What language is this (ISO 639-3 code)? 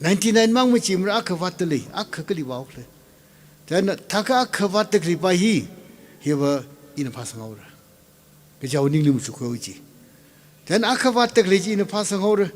nmf